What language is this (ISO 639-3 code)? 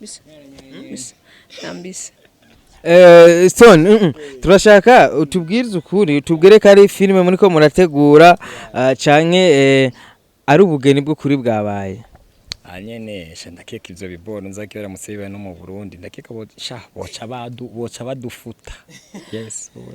run